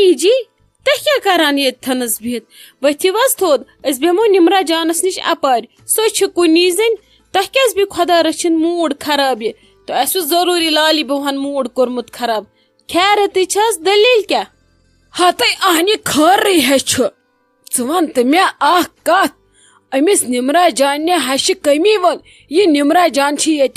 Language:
Kashmiri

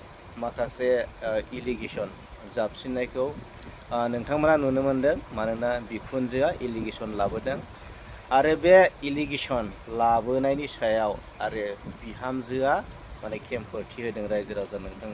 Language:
Bodo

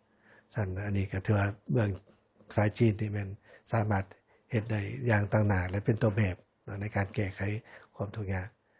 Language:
Lao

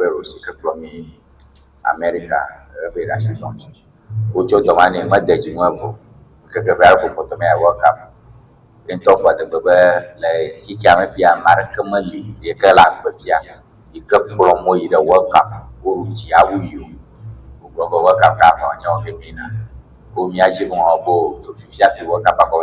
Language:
Ewe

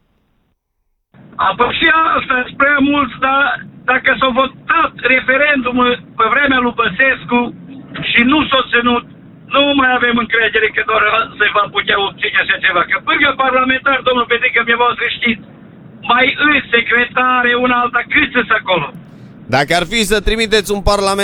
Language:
Romanian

